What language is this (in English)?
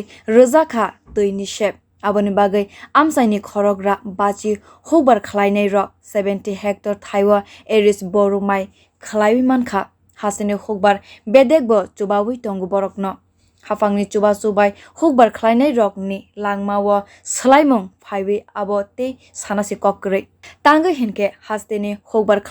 Kok Borok